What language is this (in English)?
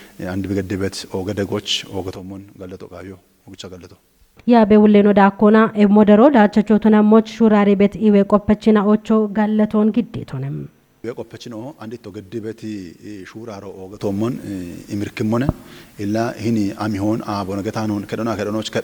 Kafa